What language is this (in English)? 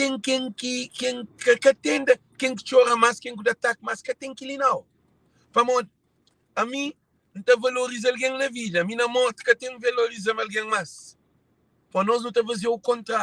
Kabuverdianu